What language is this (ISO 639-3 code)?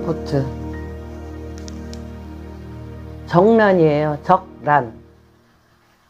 kor